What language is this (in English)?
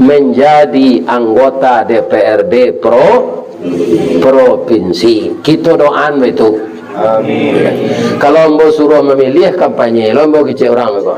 Minangkabau